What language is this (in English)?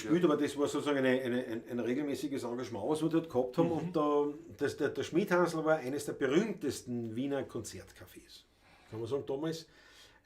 Bavarian